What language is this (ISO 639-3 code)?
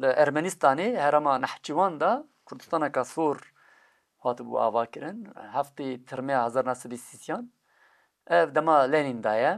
kur